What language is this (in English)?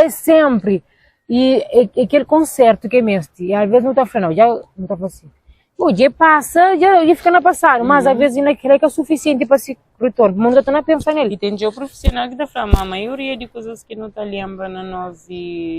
Kabuverdianu